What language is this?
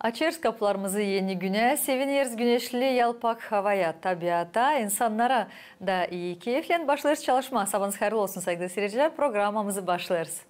Gagauz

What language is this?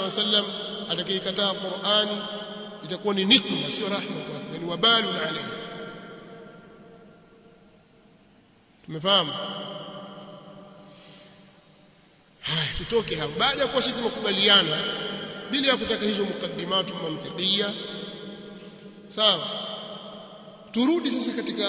Swahili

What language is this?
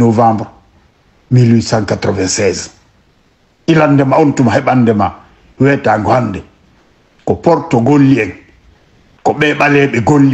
Fula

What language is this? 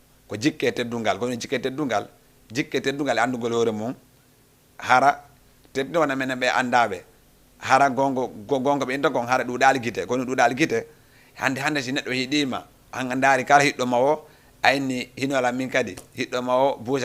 Fula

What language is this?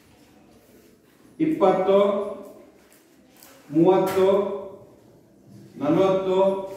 Kannada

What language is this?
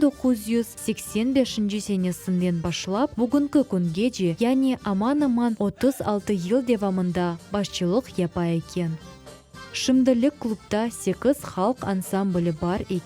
Crimean Tatar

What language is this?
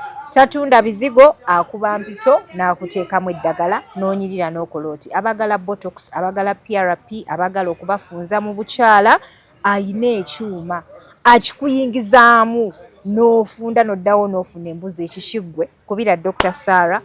Ganda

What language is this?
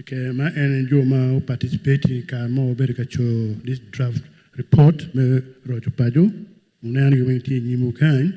Acoli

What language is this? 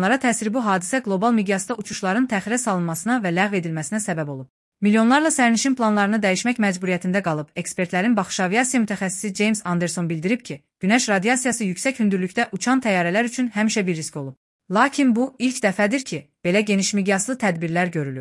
Azerbaijani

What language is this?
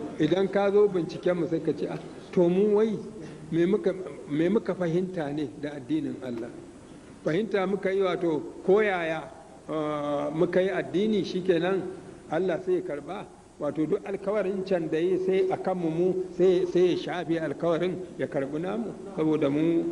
Hausa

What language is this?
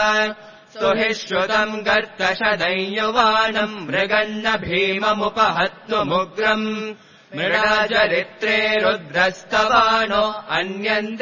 Sanskrit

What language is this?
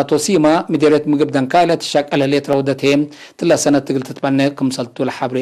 Tigre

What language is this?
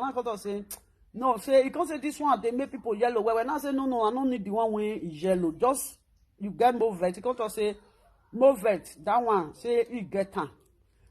Nigerian Pidgin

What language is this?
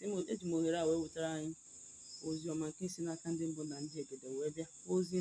Igbo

